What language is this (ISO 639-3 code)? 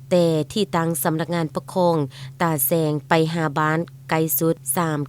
lao